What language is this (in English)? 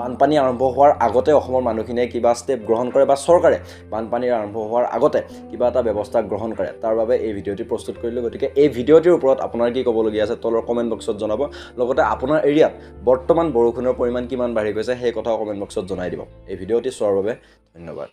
Assamese